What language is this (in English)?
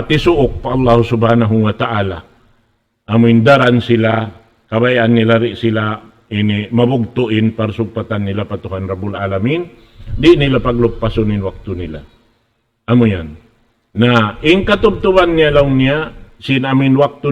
Tausug